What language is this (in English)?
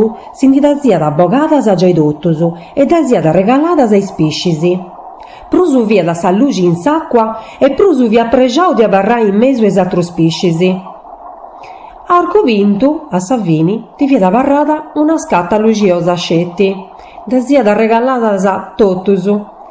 Sardinian